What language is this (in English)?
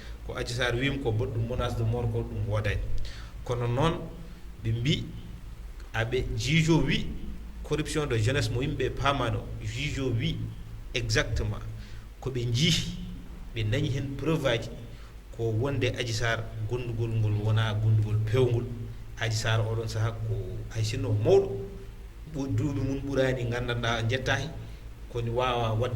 Fula